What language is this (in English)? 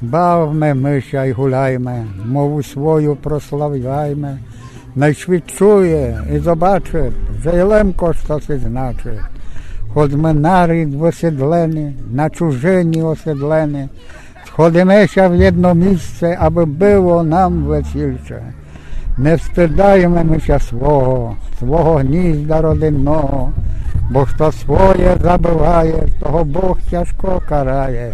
Rusyn